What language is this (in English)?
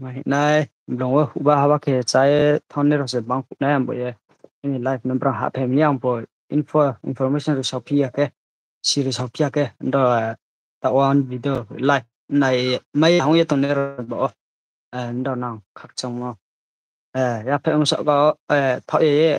Riang (India)